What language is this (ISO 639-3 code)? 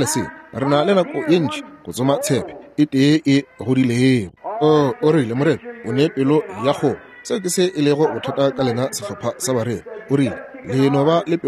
nso